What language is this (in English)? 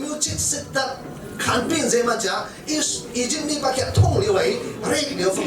Falam Chin